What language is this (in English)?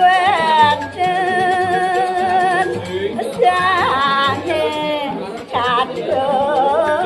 Balinese